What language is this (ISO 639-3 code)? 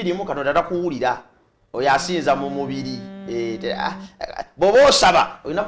lug